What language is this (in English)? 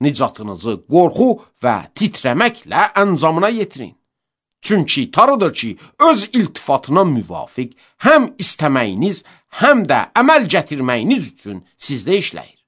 Azerbaijani